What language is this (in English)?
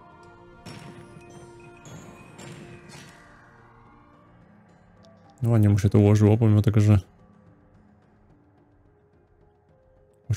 Polish